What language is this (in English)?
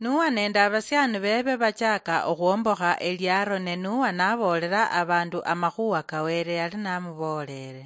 Luyia